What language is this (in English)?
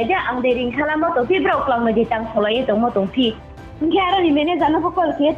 Riang (India)